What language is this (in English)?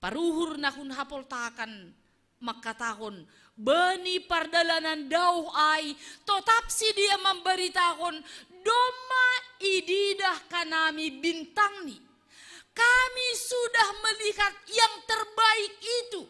Batak Simalungun